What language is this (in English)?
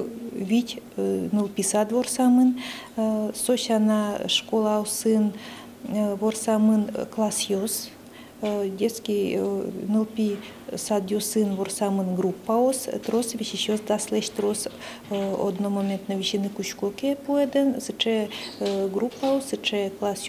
Udmurt